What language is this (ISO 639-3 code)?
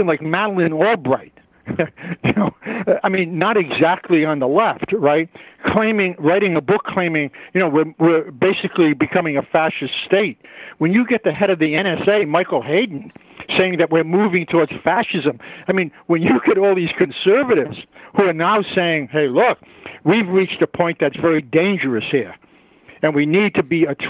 eng